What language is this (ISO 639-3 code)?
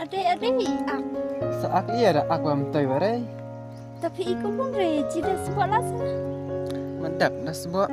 kha